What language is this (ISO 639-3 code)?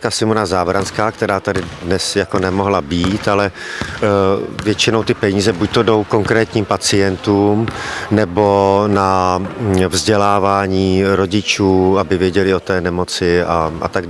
ces